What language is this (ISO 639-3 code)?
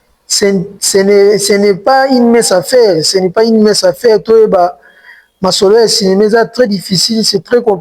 lin